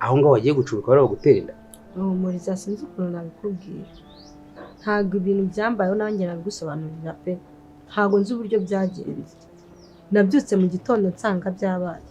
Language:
Kinyarwanda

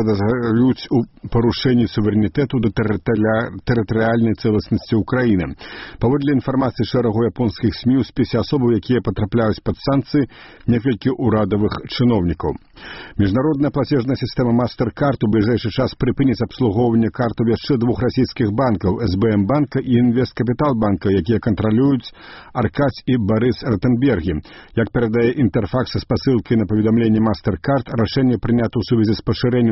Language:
Belarusian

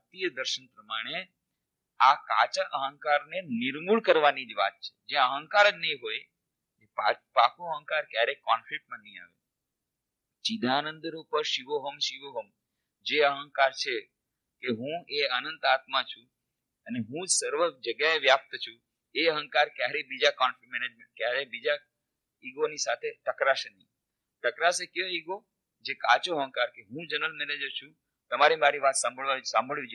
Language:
Gujarati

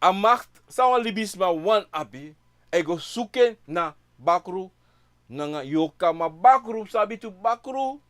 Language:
Sranan Tongo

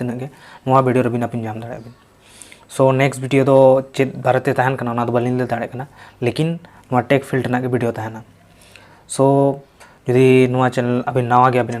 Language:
Santali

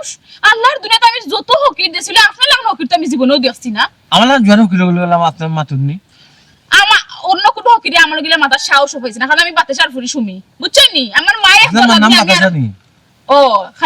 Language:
Sylheti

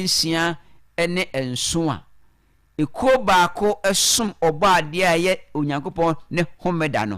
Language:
Akan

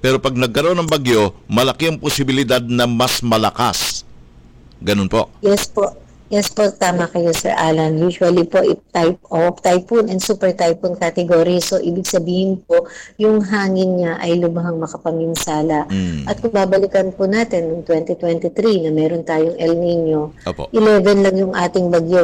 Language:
Filipino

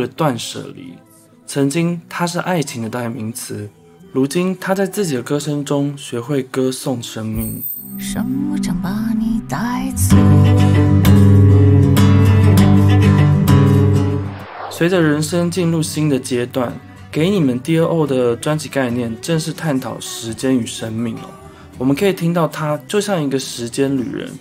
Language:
Chinese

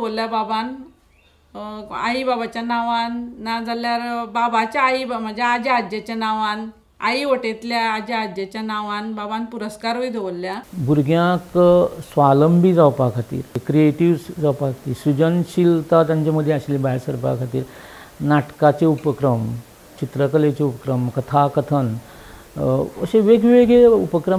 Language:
Konkani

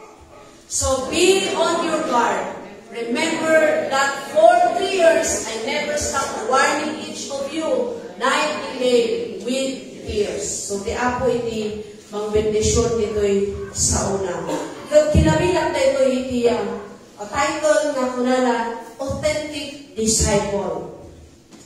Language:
Iloko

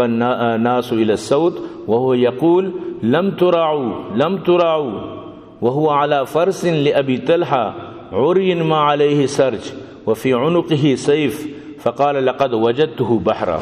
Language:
Eastern Balochi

